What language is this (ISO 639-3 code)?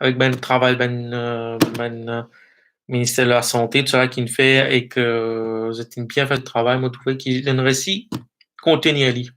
mfe